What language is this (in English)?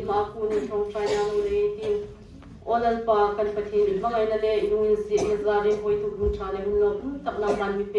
Hmar